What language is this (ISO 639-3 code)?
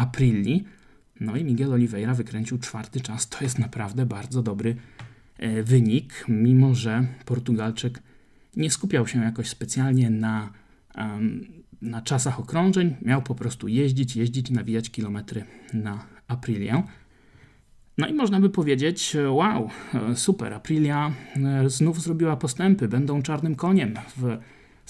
pol